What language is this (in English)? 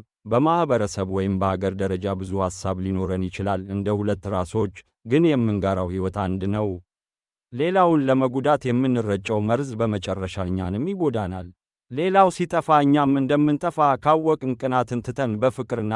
Amharic